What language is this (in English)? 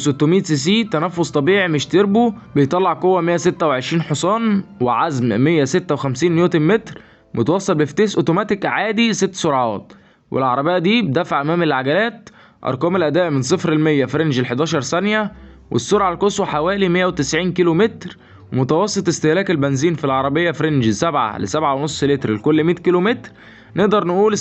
Egyptian Arabic